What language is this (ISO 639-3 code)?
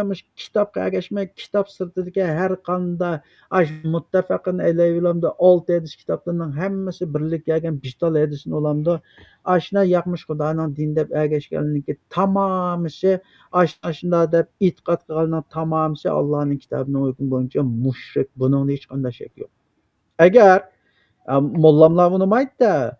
uig